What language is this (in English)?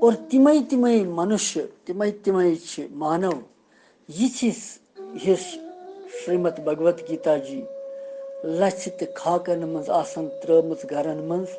Kashmiri